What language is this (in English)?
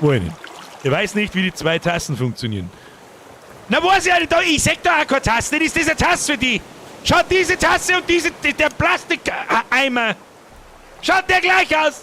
Bavarian